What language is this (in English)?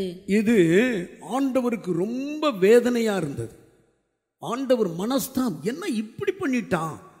Tamil